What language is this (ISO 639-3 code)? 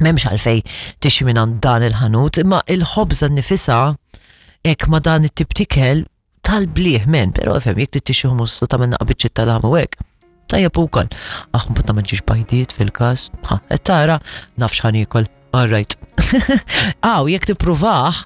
mlt